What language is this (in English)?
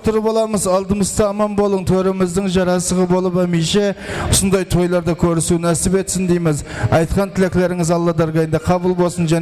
Kara-Kalpak